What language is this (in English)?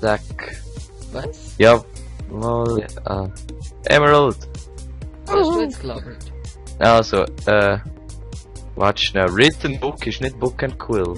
Swiss German